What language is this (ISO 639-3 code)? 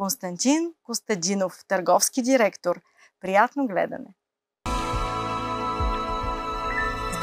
bul